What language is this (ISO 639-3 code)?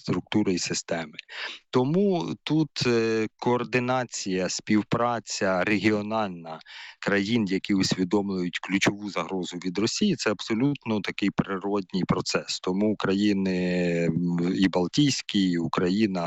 ukr